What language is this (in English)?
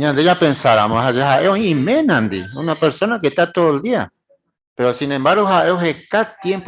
Guarani